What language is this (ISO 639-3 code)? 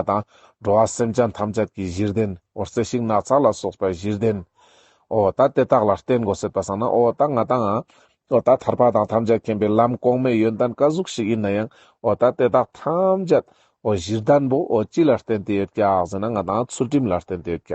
lbj